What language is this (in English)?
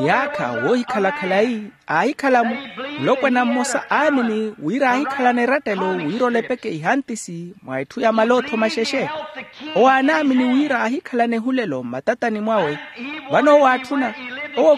Makhuwa